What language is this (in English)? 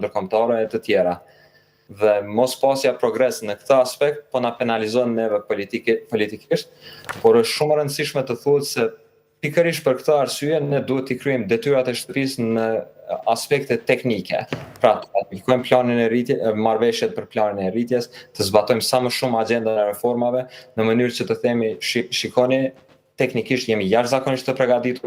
Albanian